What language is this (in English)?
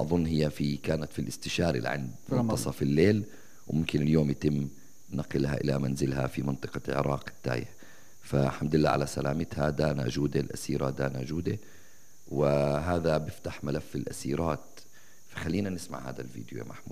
South Levantine Arabic